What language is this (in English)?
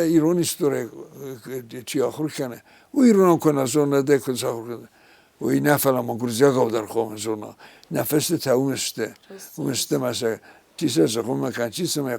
Ossetic